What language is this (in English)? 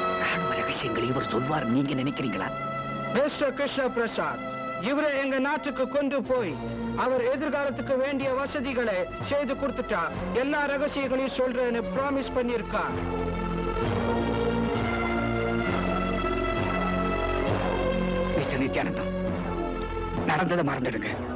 Tamil